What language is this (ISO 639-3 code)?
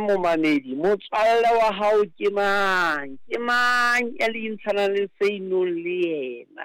sot